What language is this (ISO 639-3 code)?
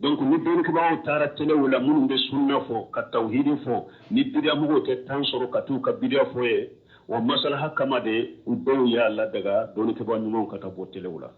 bam